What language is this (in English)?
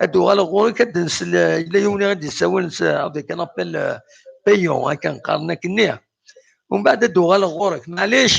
Kabyle